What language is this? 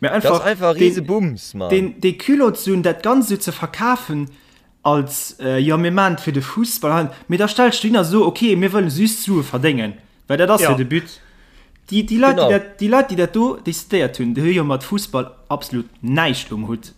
Luxembourgish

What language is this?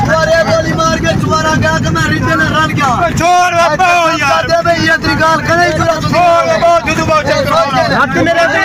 Saraiki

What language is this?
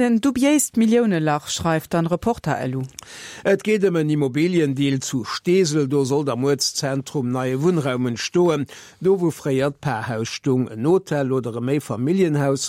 Luxembourgish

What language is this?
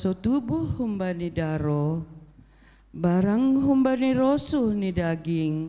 Batak Simalungun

